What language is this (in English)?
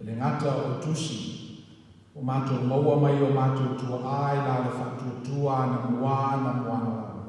Samoan